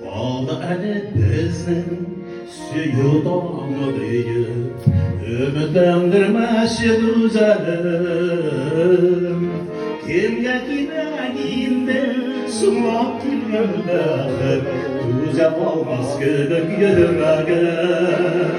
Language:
Tatar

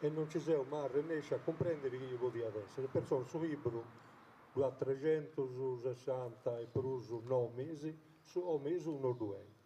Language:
Sardinian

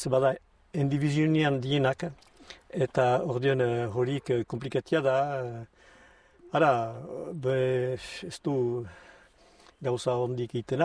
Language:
Basque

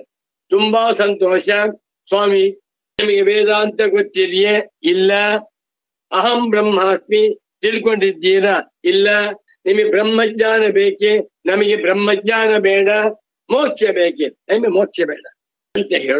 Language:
Kannada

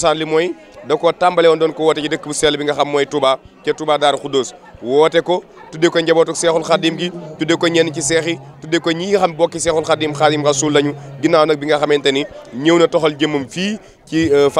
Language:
Wolof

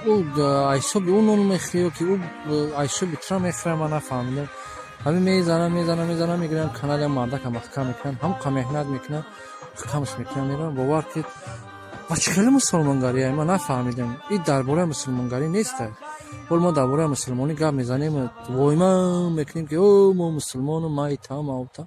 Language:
Tajik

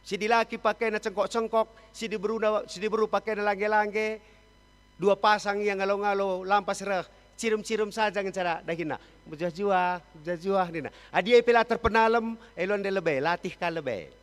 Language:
Batak Karo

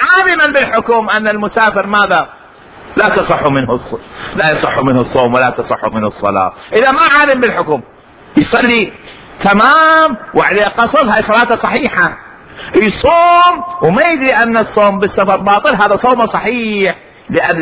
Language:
Mesopotamian Arabic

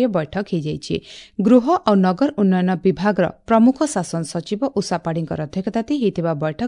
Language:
Odia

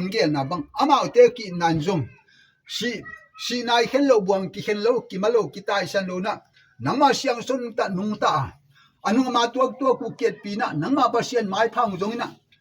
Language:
Tedim Chin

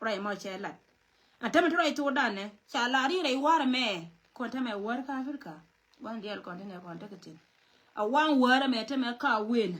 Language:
Nuer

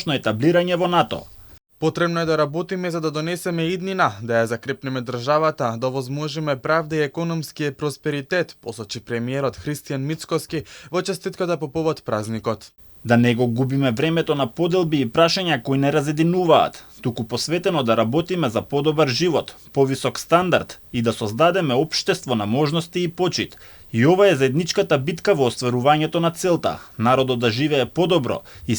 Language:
Macedonian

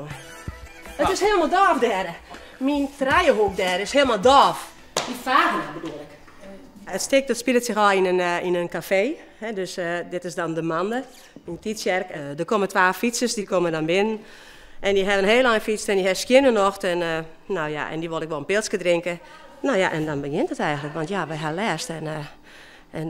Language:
Western Frisian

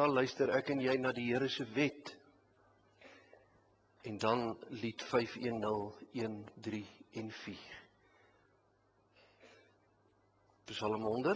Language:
Afrikaans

